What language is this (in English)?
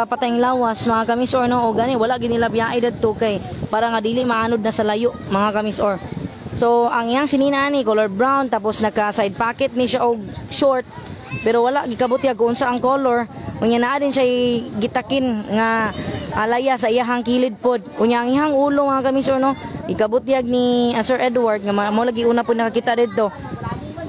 Cebuano